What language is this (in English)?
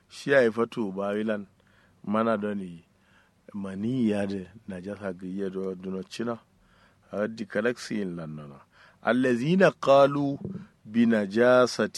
Kanuri